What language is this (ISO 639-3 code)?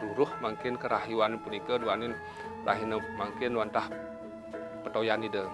ban